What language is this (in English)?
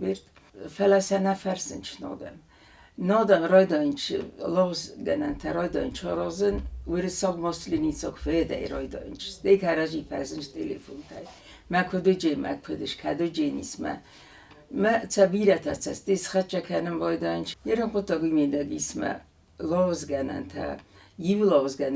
Ossetic